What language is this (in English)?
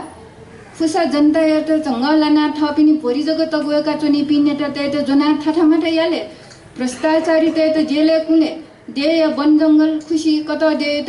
Newari